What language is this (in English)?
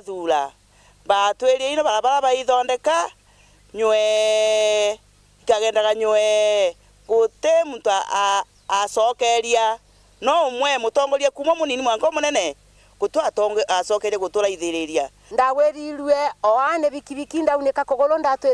Meru